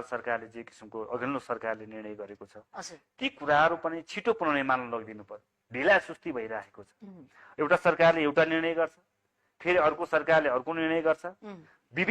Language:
Nepali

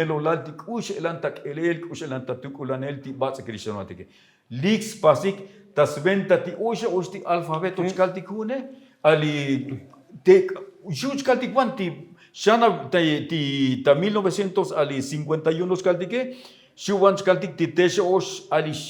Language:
Tzotzil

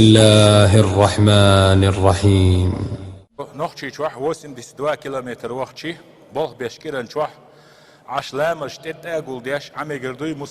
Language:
Chechen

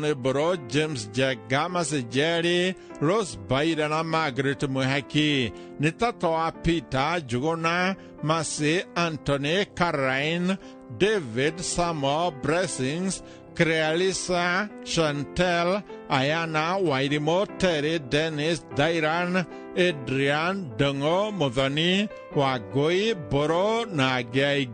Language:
Kikuyu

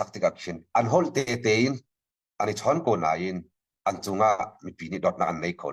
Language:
Hakha Chin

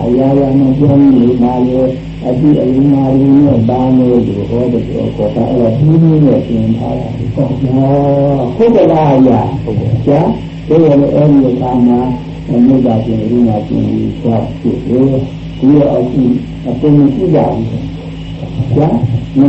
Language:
Burmese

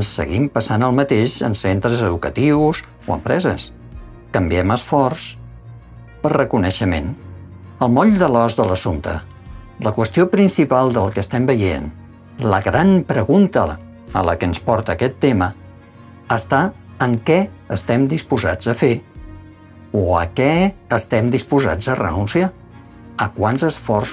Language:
Catalan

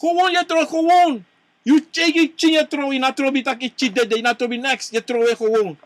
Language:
Sranan Tongo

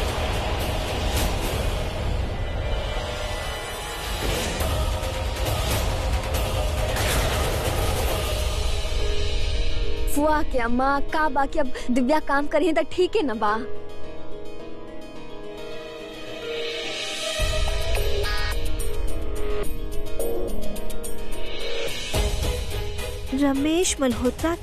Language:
Bhojpuri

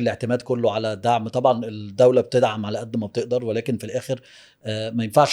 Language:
Egyptian Arabic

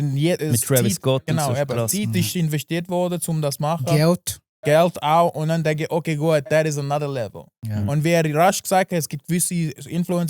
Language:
Swiss German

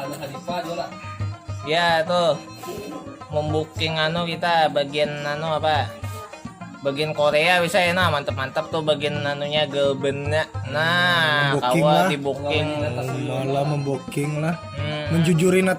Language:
Banjar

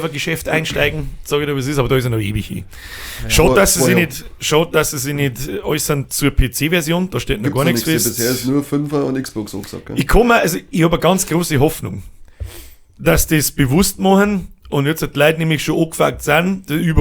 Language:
Bavarian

